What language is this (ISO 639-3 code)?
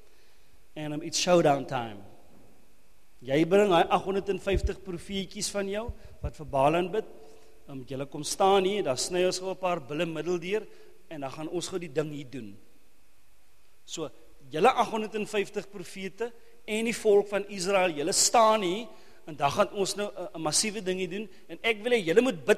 afr